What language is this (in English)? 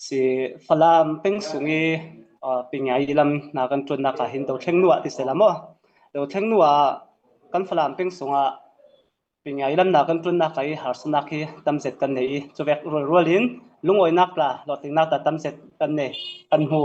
Falam Chin